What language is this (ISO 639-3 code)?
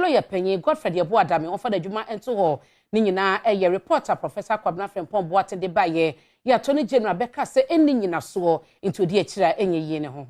aka